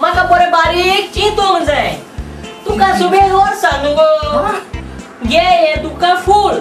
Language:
Konkani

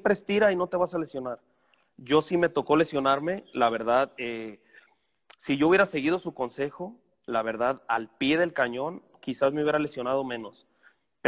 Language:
Spanish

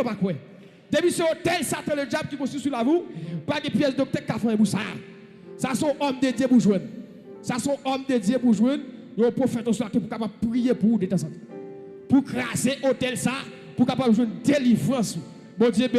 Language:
Haitian Creole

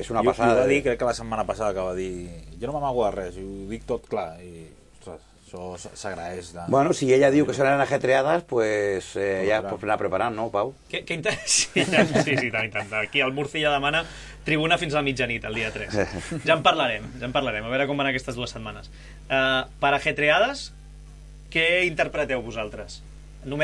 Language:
Catalan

